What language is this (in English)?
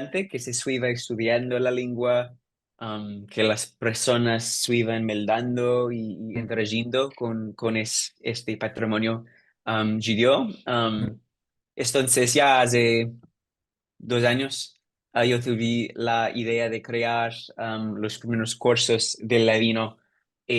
Ladino